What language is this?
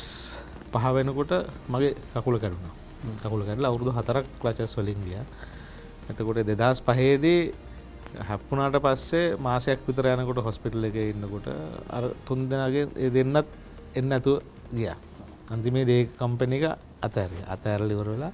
Sinhala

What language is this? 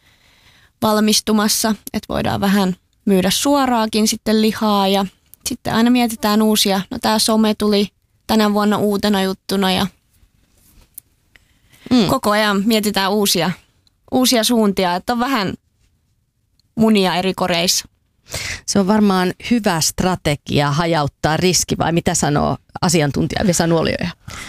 Finnish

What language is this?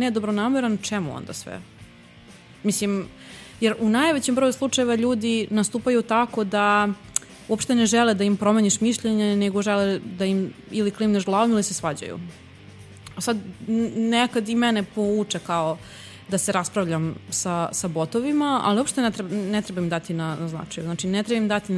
Serbian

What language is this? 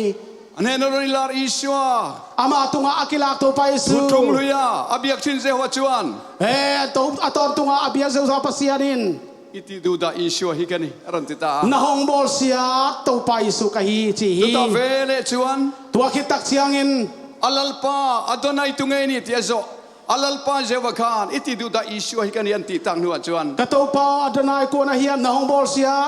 Tedim Chin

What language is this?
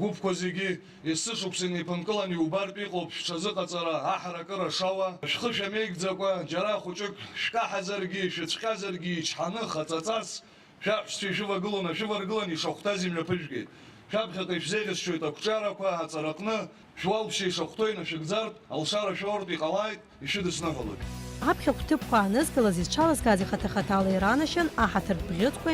Abkhazian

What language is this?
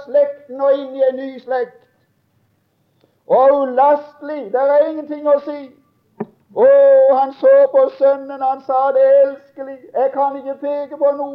Norwegian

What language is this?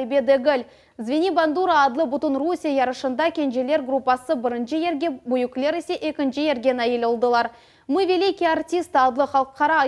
Crimean Tatar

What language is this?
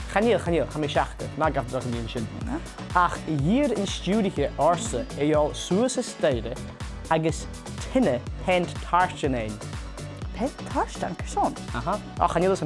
Scottish Gaelic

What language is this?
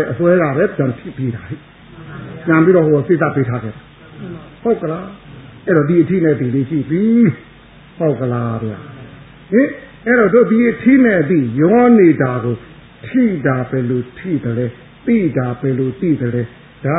Burmese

